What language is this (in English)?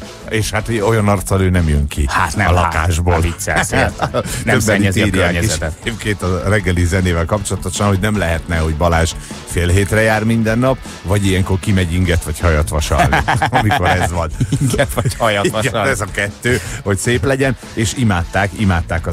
Hungarian